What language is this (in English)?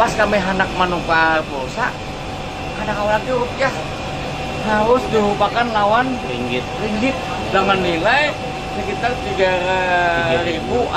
Banjar